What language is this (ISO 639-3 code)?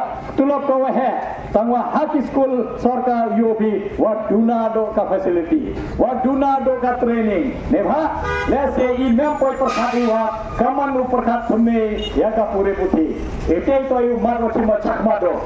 kha